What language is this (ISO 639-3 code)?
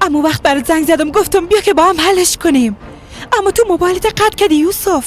fas